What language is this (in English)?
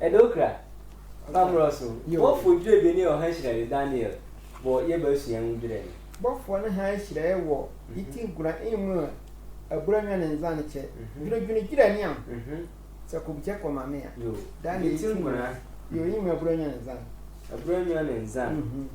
Sehwi